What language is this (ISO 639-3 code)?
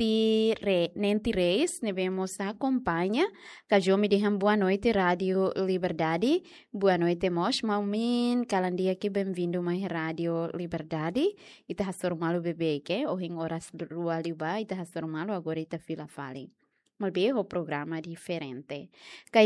tet